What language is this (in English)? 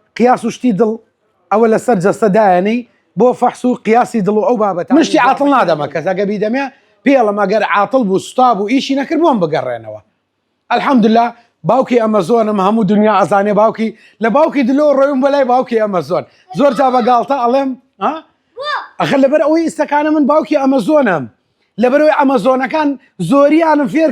Central Kurdish